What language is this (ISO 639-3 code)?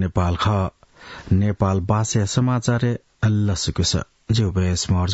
new